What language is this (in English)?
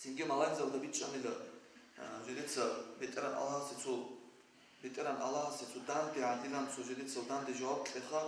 Avaric